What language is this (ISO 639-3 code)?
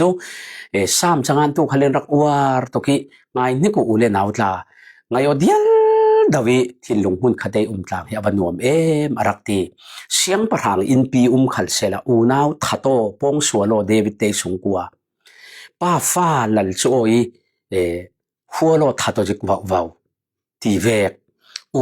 cfm